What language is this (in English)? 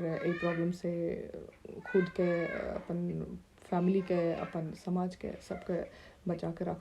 Maithili